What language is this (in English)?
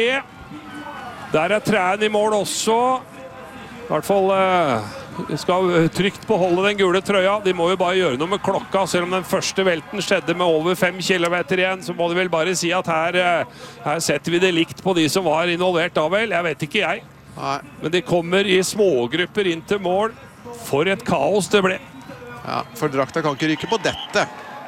Norwegian